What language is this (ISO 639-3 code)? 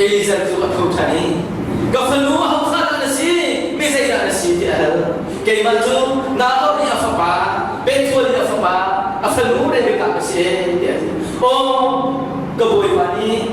cnh